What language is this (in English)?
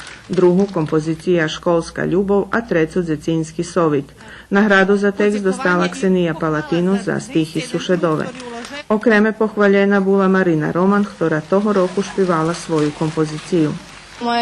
Rusyn